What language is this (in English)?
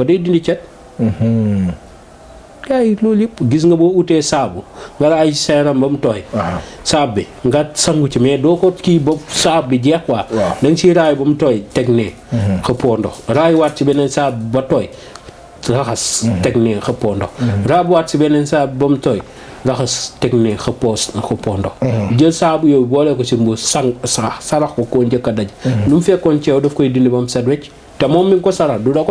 Wolof